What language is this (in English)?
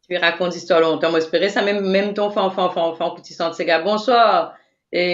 Morisyen